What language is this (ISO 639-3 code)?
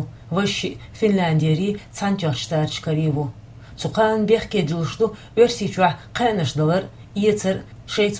che